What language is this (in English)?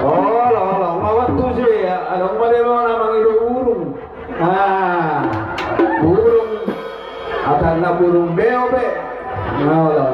Batak Simalungun